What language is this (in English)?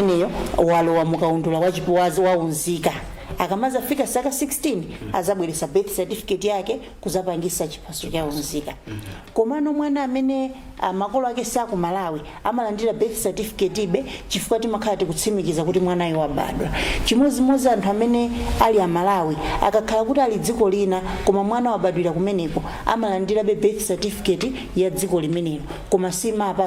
Nyanja